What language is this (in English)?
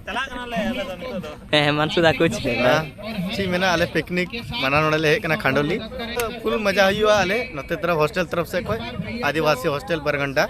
Santali